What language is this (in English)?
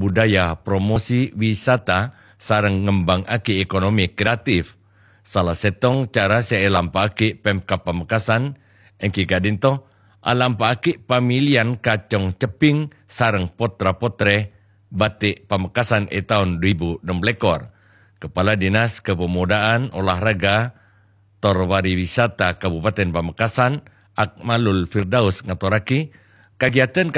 Madurese